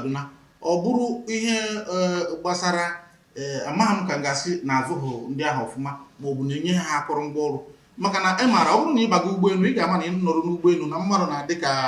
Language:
Igbo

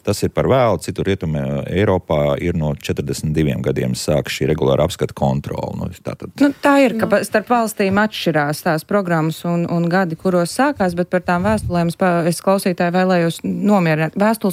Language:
Latvian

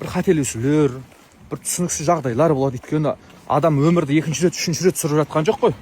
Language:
Kazakh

